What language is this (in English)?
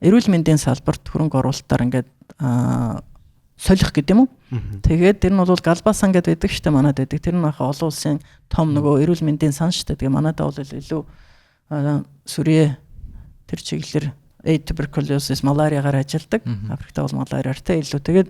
Mongolian